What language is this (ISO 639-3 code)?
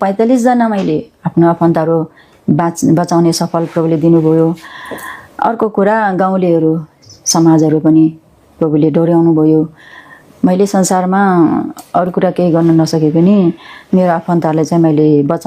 nep